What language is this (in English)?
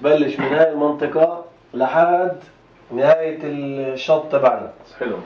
North Levantine Arabic